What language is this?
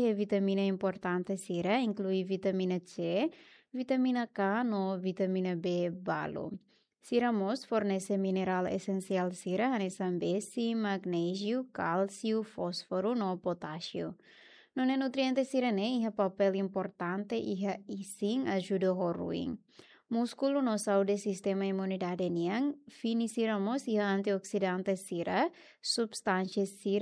Tetum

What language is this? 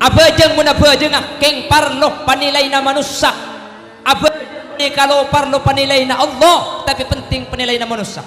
Madurese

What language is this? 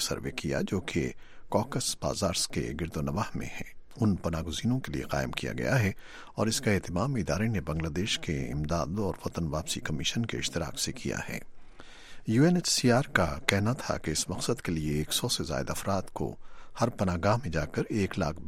Urdu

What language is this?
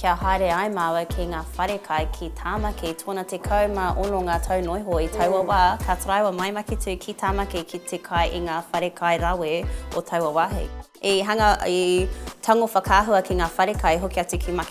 Māori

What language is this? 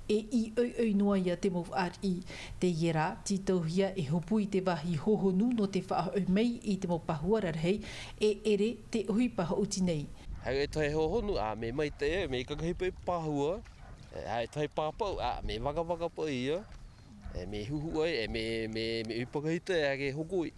Tahitian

